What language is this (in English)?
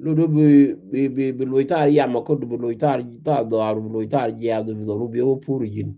Nuer